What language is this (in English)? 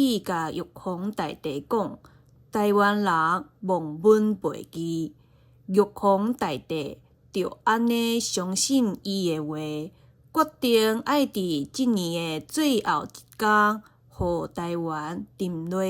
Min Nan Chinese